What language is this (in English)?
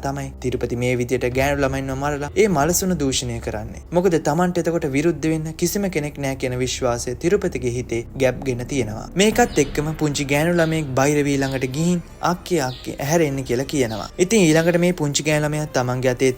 Sinhala